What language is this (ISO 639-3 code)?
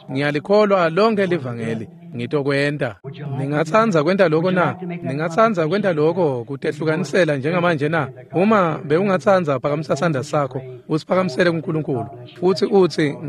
ssw